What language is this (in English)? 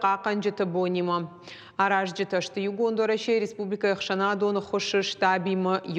Ossetic